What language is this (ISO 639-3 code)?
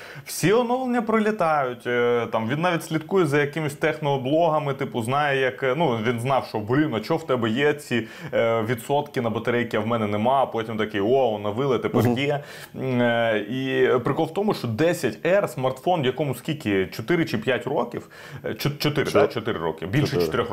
ukr